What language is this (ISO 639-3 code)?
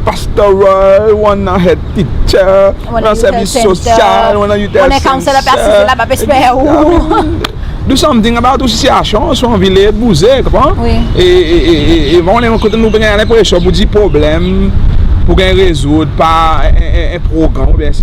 crs